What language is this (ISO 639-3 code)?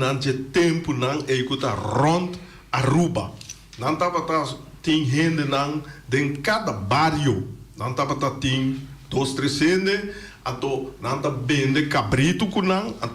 pap